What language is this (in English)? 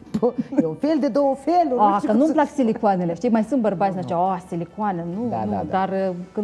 Romanian